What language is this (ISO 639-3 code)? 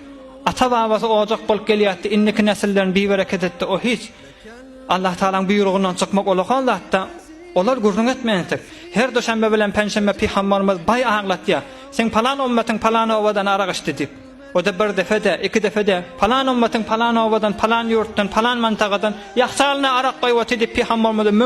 tuk